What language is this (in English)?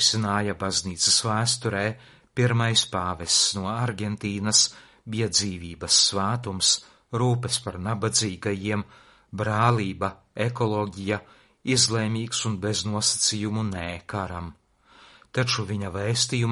Latvian